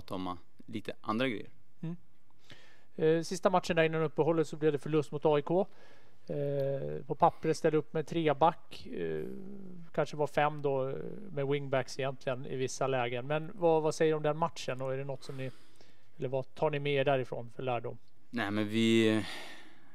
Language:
Swedish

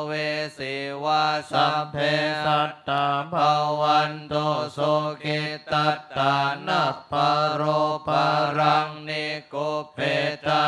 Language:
Pali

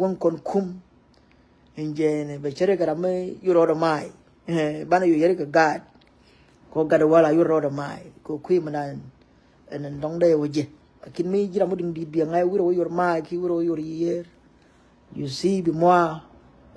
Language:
Nuer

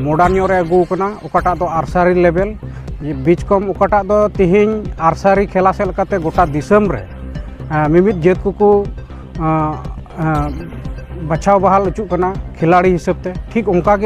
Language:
Santali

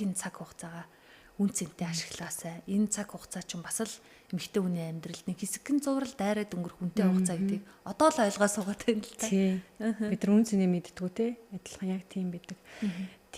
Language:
Mongolian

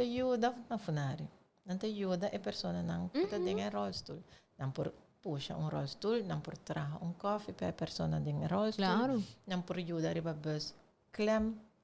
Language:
Papiamento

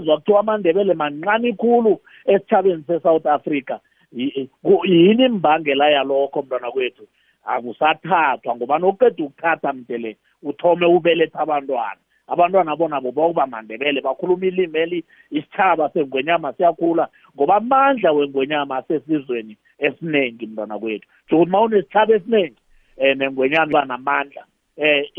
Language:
South Ndebele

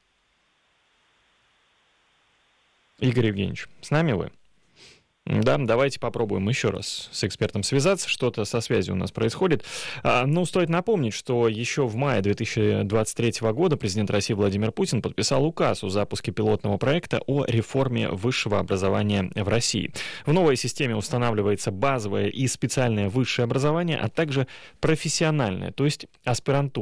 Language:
Russian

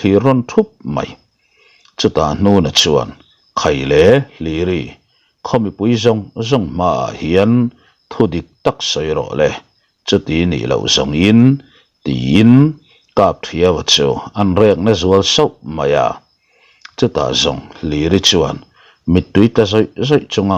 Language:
Mizo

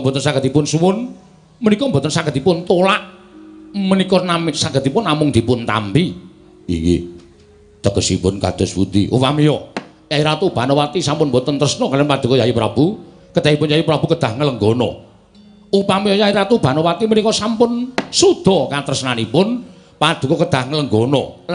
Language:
Javanese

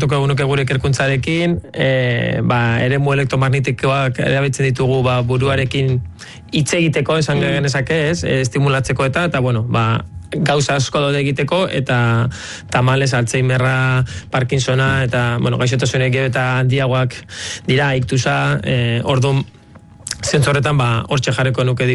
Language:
Basque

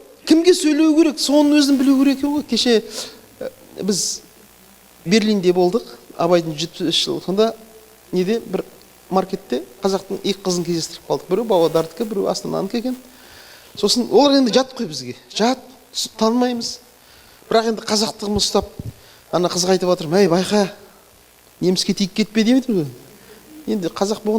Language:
Kazakh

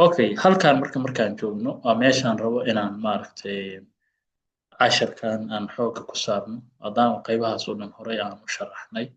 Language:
Somali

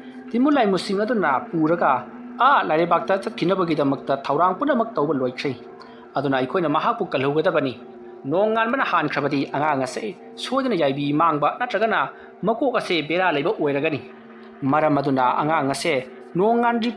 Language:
Manipuri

